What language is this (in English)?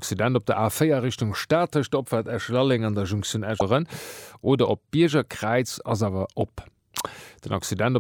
Luxembourgish